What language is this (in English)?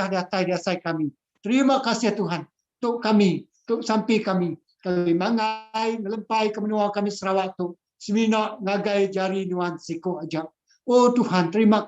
Iban